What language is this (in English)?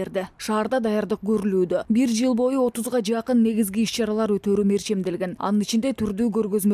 Kyrgyz